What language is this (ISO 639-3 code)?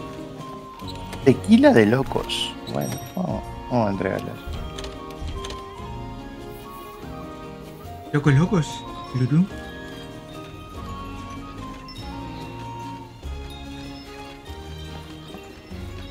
spa